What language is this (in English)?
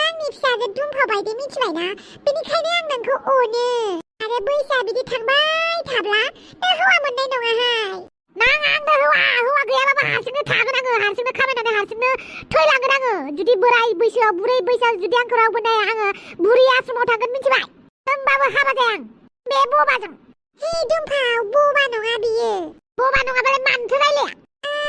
Bodo